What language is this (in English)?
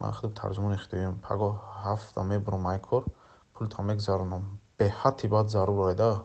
Tajik